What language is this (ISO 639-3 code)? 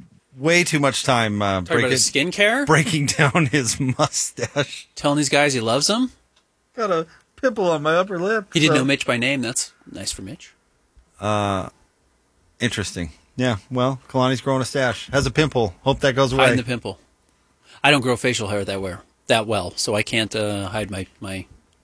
eng